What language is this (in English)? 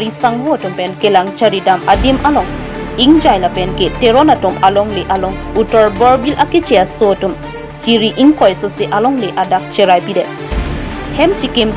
Karbi